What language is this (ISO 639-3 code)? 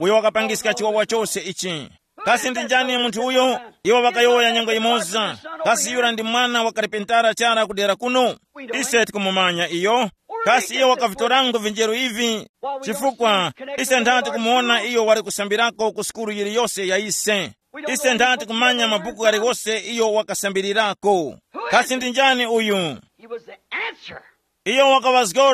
tum